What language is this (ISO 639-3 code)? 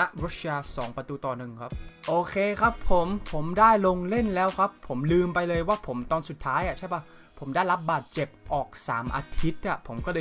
tha